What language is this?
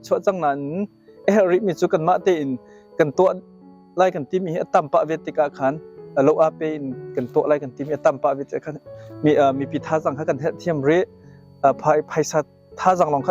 Hakha Chin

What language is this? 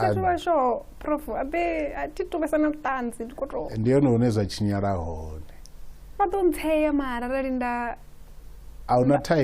Venda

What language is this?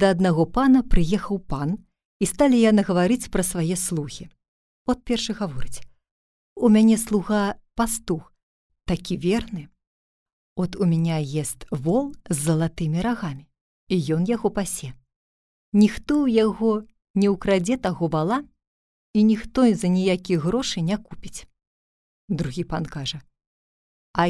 Belarusian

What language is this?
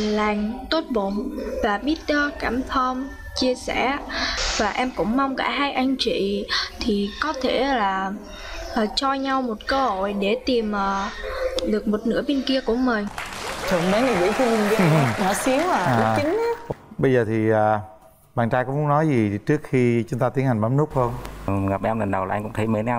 Vietnamese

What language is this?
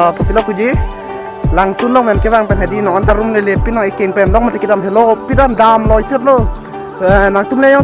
Karbi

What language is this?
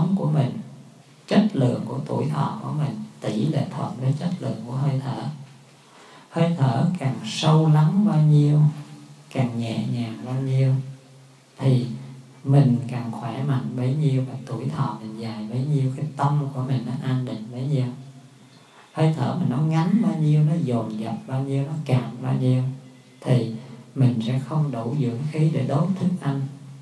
Vietnamese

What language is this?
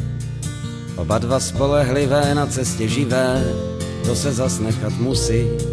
Czech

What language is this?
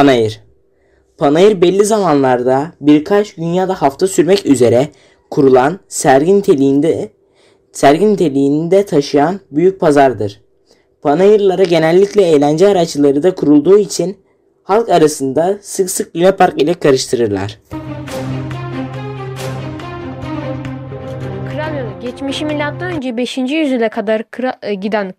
Turkish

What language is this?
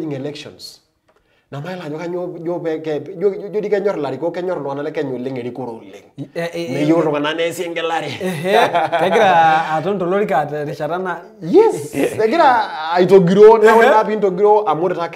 Masai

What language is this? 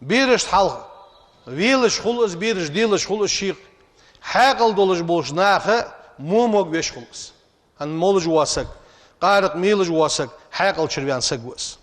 Ingush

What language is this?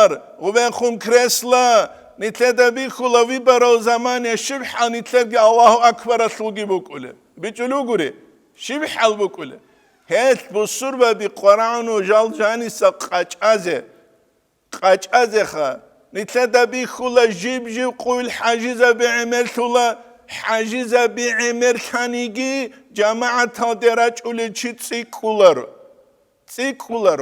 Avaric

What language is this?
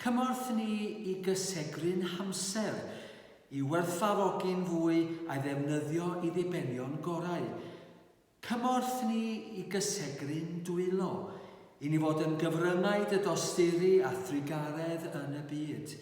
Welsh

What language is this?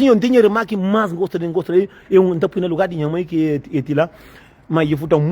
Kabuverdianu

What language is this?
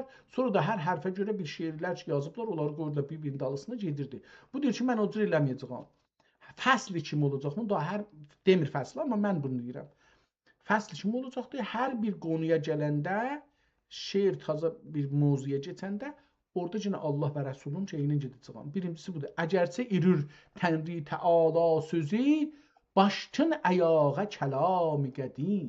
South Azerbaijani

